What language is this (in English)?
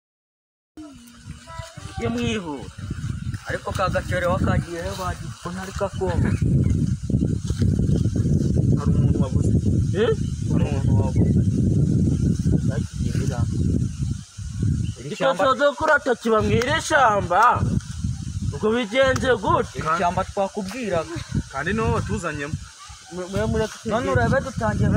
Kinyarwanda